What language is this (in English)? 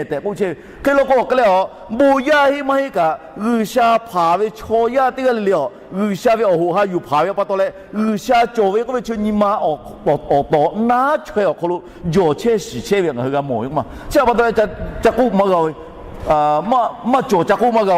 Lahu